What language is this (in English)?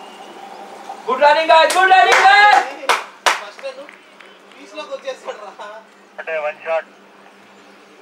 Telugu